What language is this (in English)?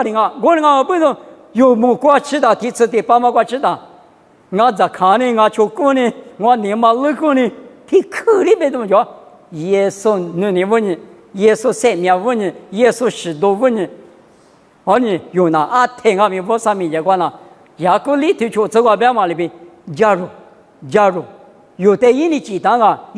Lisu